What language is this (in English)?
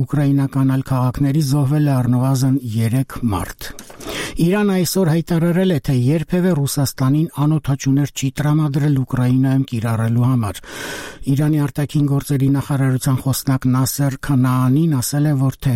Armenian